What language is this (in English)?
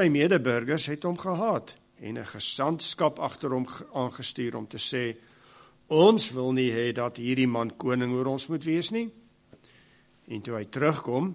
Afrikaans